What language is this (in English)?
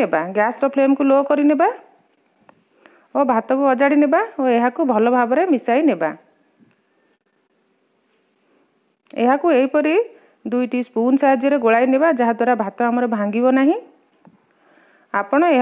Odia